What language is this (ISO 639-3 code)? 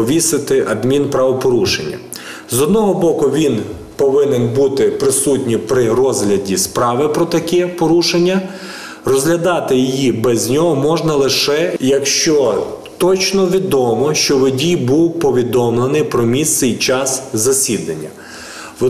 ukr